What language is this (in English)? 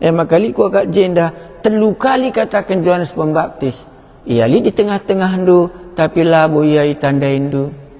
Batak Karo